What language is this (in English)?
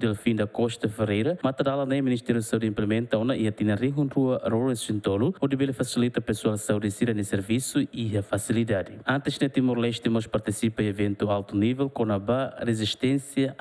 Tetum